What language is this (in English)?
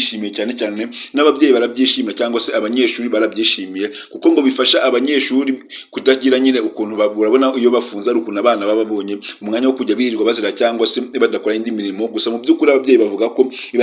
Kinyarwanda